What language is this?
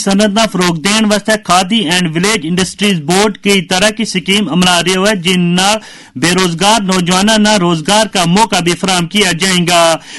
Gujari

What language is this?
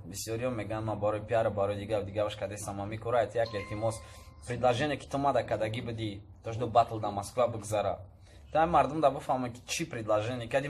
Tajik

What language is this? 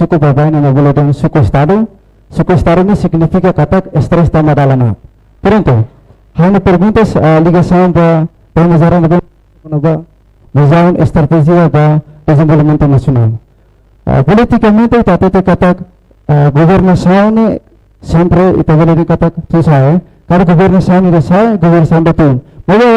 Tetum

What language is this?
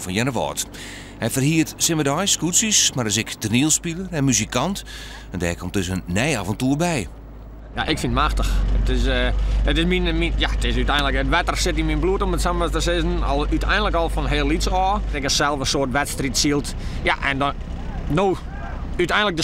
Western Frisian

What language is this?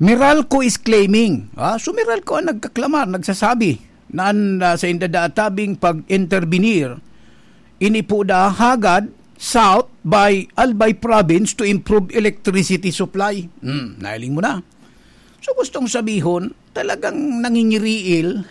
Bikol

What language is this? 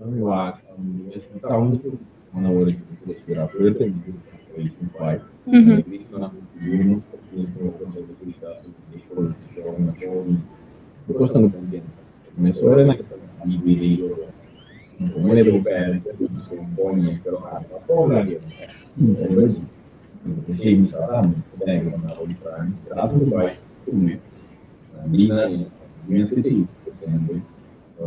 Papiamento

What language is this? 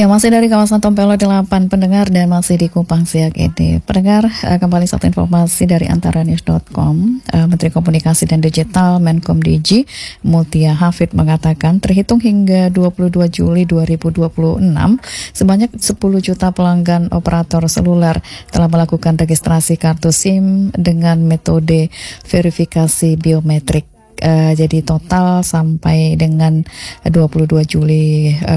Indonesian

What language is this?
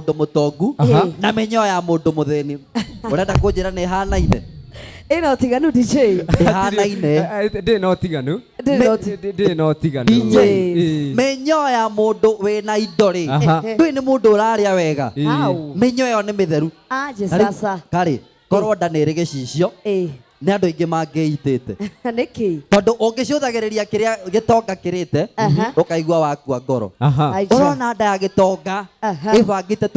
Kikuyu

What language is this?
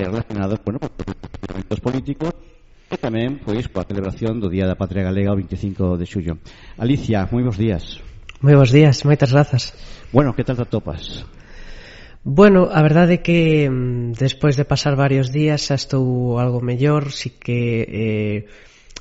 Galician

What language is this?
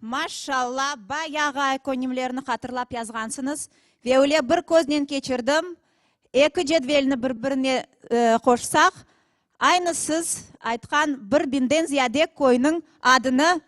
Crimean Tatar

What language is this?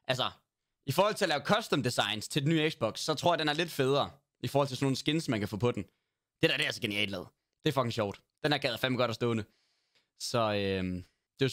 Danish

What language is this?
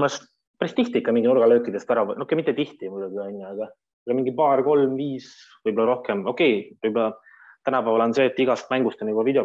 Estonian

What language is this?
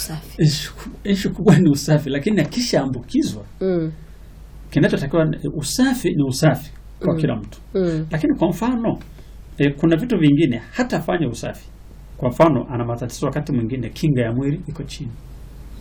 Swahili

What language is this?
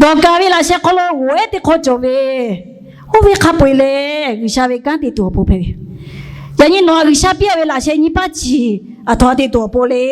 Lahu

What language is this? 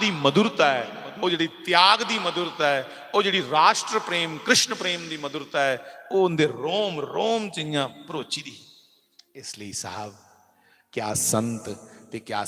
Dogri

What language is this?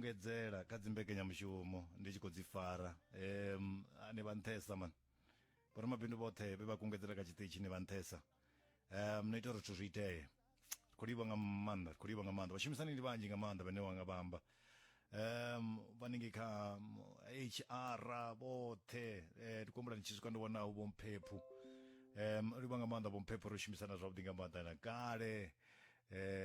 Venda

